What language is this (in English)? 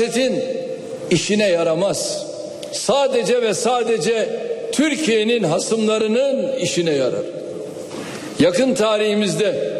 Turkish